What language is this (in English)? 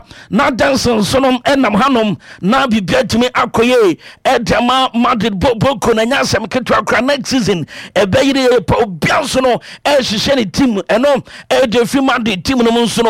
Akan